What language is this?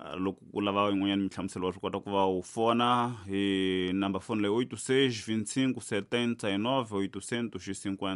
Tsonga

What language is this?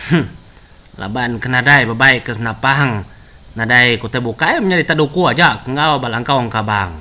Iban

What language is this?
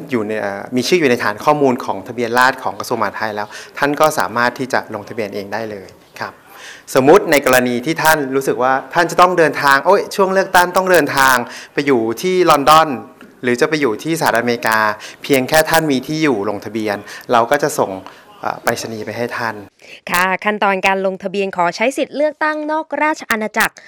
Thai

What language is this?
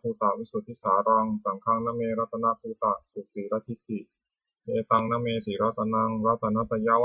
Pali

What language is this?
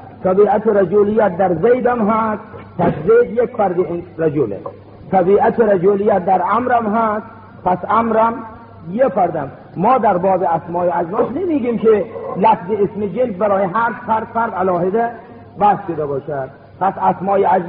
Persian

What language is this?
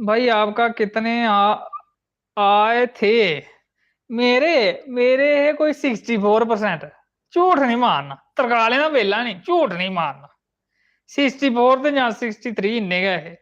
Dogri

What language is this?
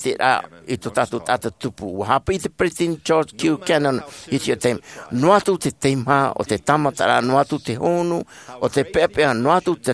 Tahitian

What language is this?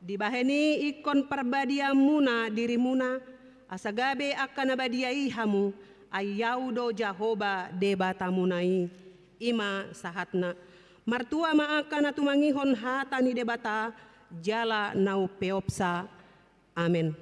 Batak Toba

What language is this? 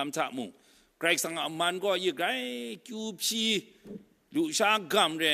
Kachin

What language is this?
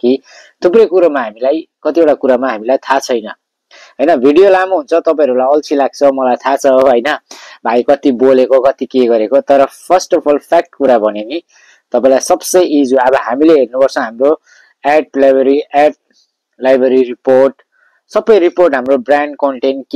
Nepali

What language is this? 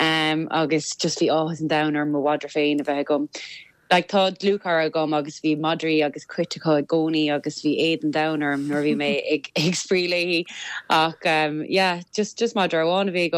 Irish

